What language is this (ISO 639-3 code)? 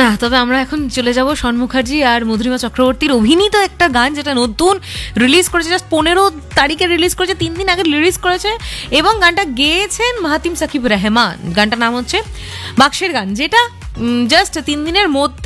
ben